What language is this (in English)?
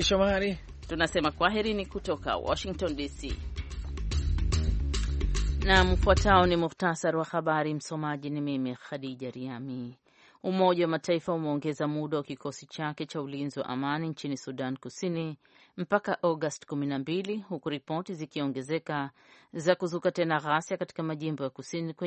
Swahili